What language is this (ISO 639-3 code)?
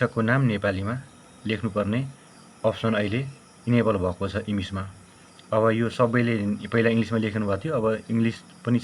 nep